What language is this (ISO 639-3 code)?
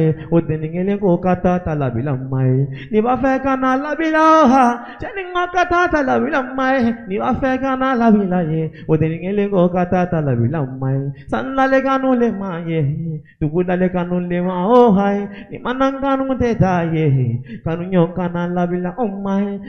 bam